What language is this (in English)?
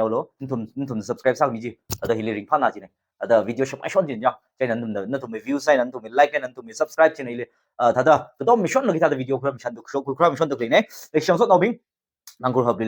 Tangkhul Naga (India)